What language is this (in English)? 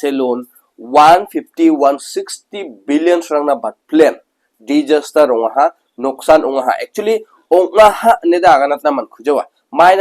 Garo